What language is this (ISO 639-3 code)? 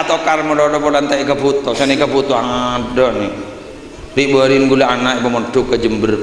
mad